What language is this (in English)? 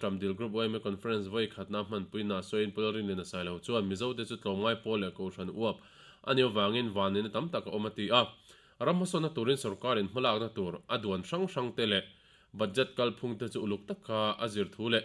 Mizo